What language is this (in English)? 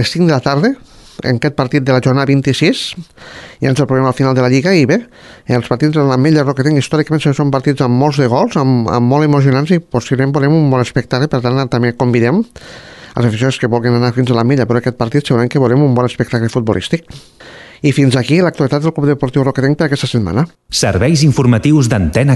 Catalan